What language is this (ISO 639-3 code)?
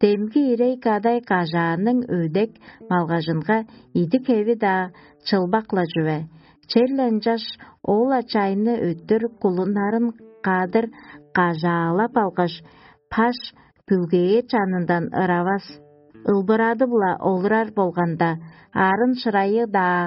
tyv